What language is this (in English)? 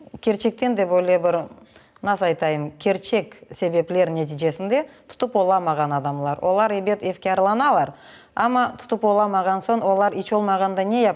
Crimean Tatar